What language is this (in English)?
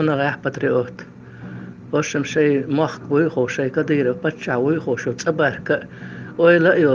Chechen